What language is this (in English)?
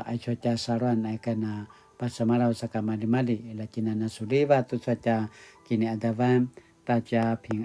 Paiwan